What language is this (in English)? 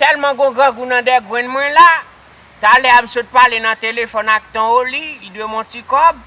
Haitian Creole